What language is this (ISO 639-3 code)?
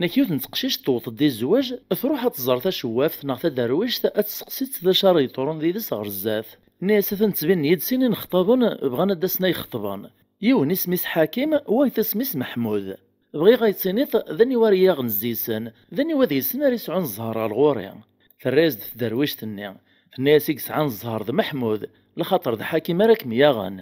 kab